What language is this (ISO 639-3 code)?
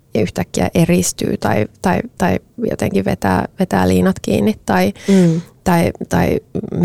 fin